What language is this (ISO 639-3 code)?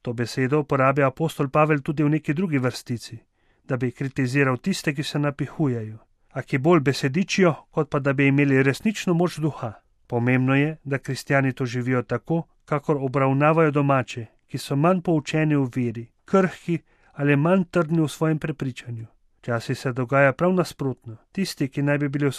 slv